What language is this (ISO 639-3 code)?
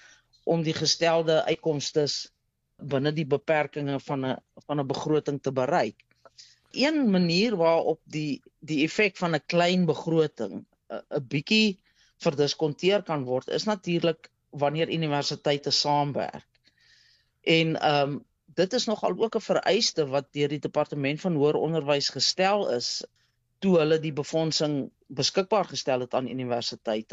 afr